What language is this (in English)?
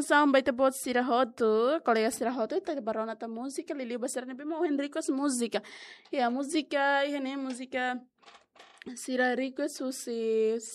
Tetum